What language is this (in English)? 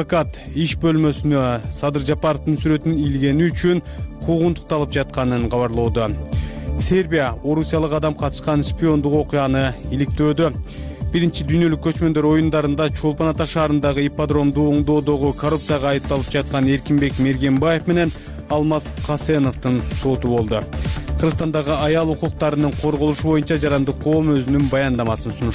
Kyrgyz